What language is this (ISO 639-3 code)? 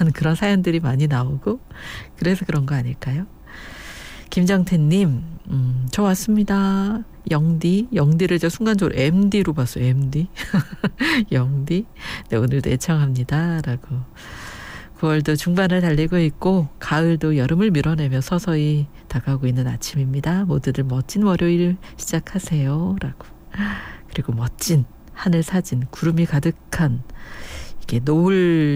kor